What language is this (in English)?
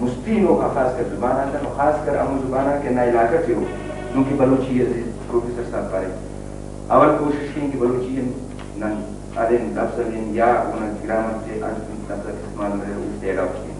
Brahui